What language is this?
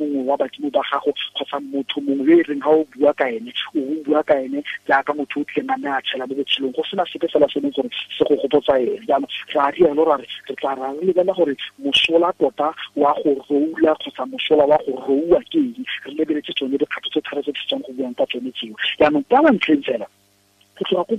Tswana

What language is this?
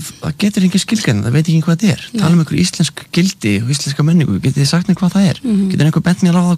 Icelandic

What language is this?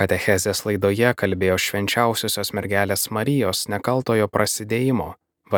Lithuanian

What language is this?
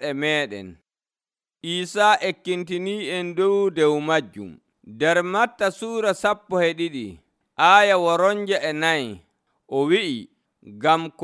Nigerian Fulfulde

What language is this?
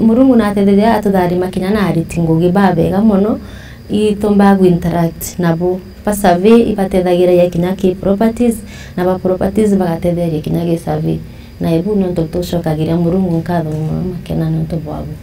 Meru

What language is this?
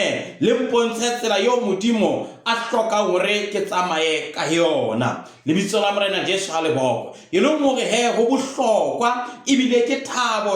Southern Sotho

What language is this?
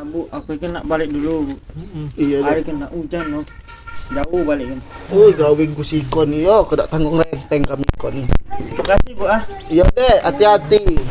Musi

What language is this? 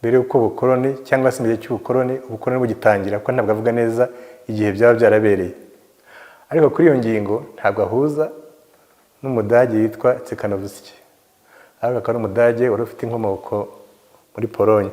Kinyarwanda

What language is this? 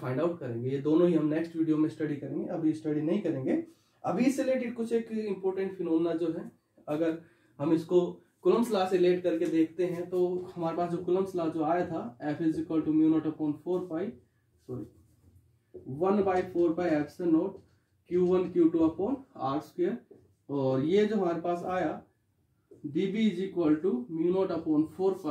Hindi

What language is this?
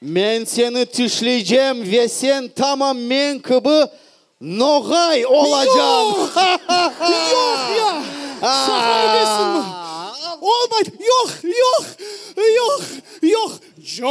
Crimean Tatar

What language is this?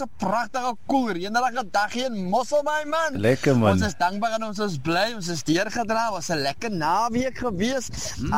Afrikaans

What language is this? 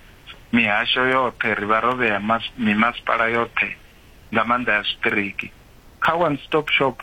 Venda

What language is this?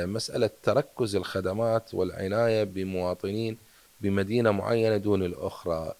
Mesopotamian Arabic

